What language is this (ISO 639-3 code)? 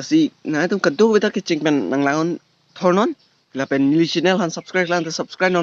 mjw